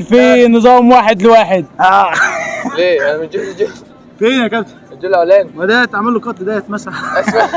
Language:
Egyptian Arabic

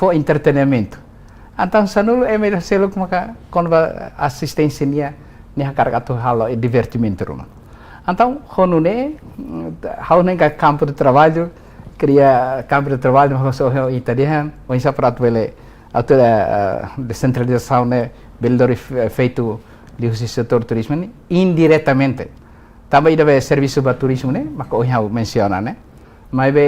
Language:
Tetum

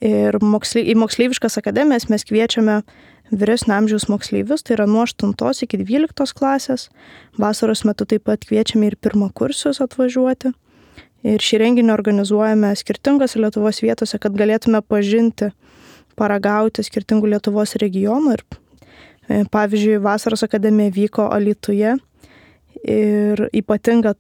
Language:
Lithuanian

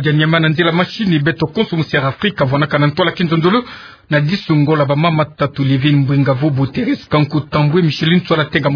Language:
Kituba (Democratic Republic of Congo)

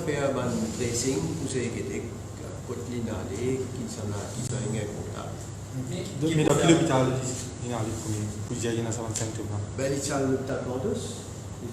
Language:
Morisyen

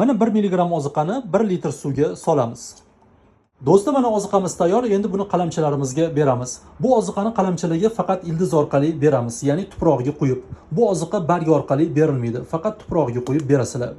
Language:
Uzbek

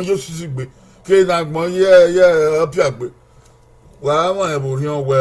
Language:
Bini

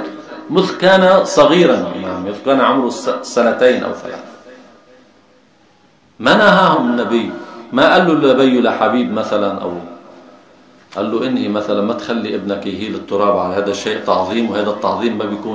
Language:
Arabic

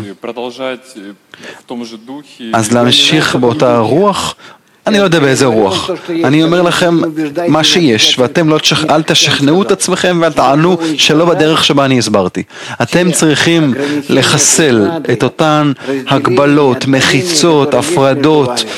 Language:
Hebrew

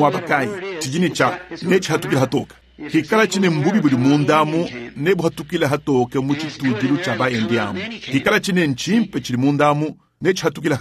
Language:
Luba-Lulua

